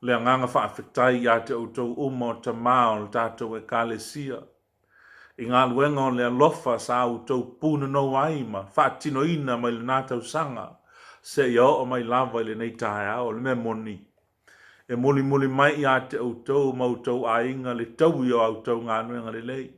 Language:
Samoan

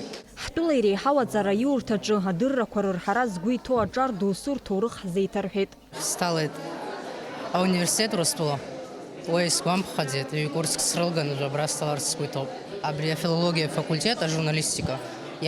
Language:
Abkhazian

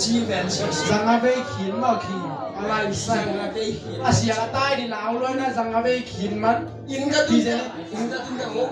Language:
Tedim Chin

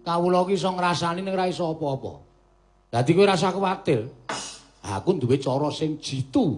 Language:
Javanese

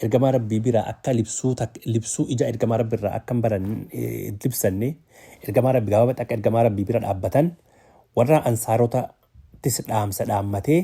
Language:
Oromo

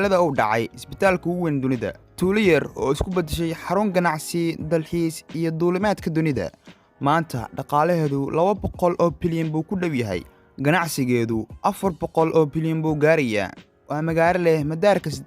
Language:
Somali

